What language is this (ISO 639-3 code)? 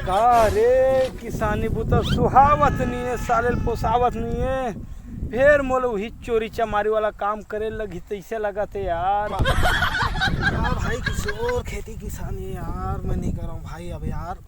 hne